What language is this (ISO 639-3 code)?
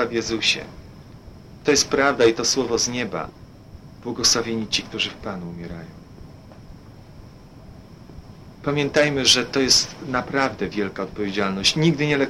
pol